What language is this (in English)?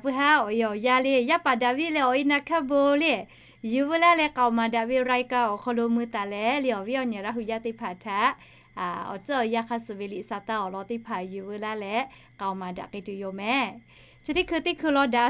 Lahu